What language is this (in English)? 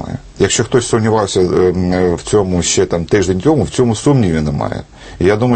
Ukrainian